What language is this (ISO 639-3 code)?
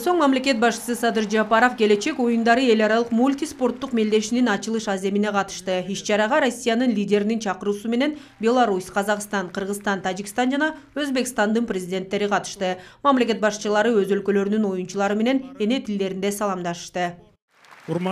kir